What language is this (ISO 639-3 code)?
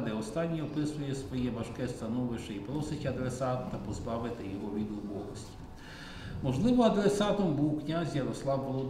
ukr